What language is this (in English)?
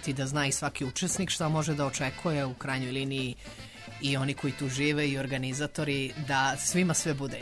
Serbian